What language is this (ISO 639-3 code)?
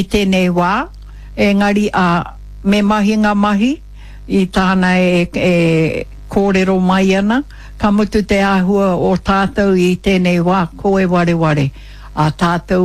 mri